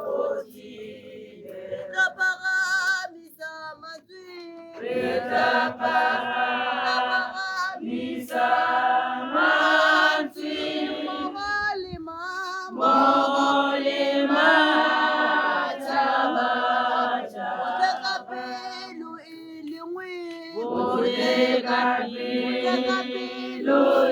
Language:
Tswana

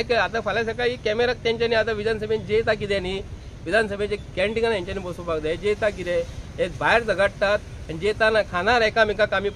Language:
Konkani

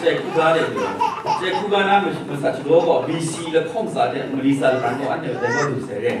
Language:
Kachin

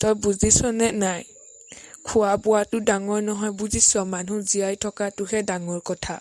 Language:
Assamese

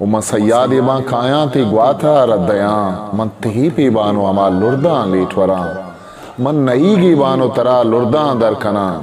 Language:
Eastern Balochi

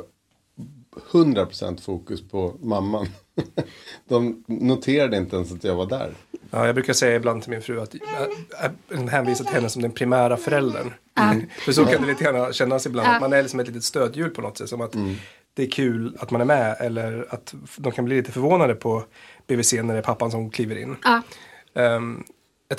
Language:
Swedish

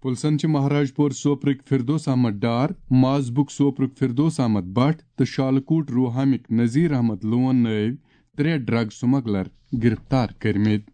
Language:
Kashmiri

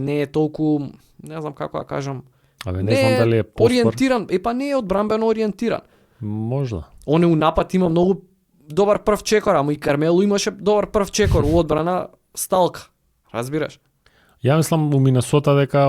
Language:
Macedonian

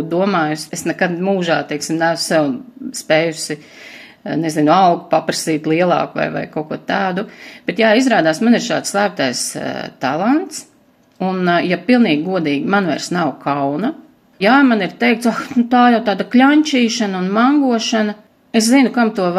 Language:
Latvian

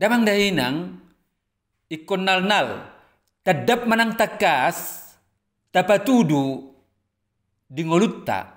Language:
Batak Toba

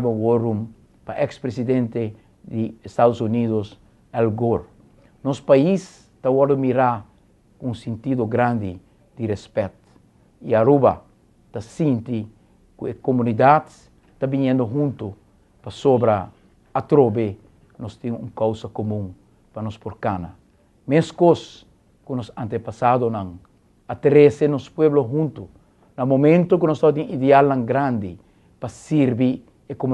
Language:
Papiamento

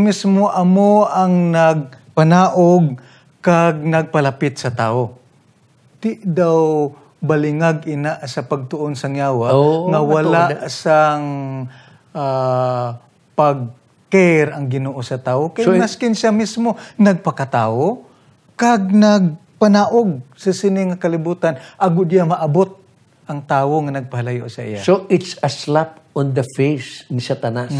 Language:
Hiligaynon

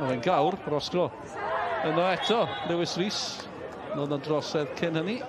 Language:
Welsh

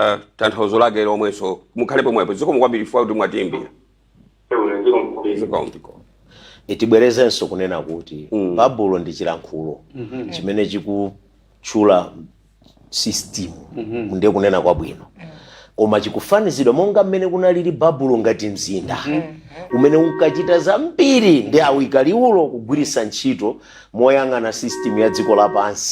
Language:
Nyanja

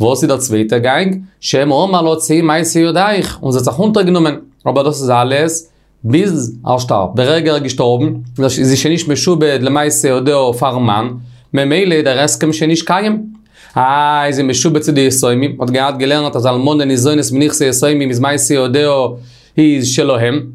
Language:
Yiddish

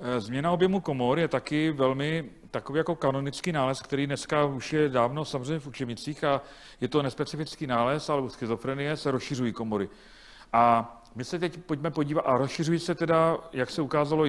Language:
Czech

